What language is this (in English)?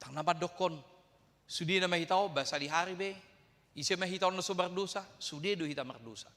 Batak Toba